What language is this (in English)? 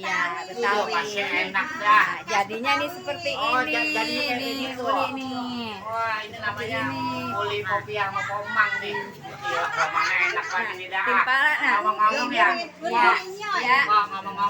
Betawi